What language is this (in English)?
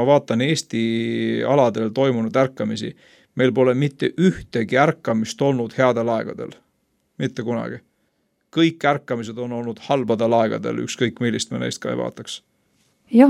Estonian